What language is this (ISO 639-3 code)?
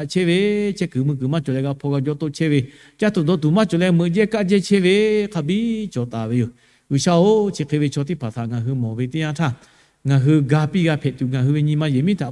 lhu